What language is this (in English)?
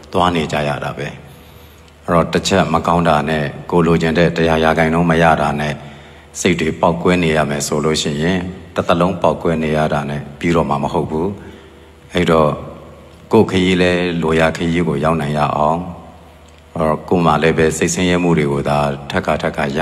Burmese